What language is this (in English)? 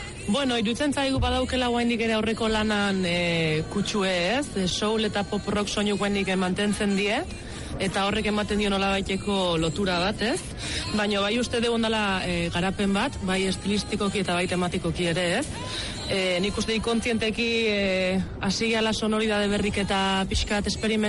Basque